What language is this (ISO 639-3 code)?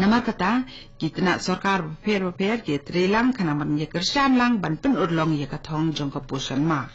kha